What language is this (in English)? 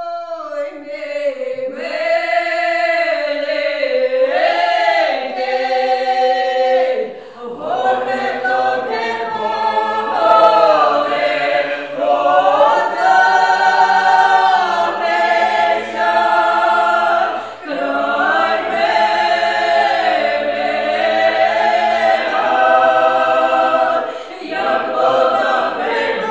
Ukrainian